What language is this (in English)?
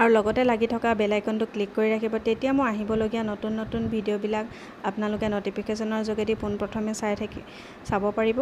Assamese